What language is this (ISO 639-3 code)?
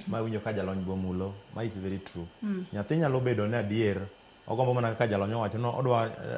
luo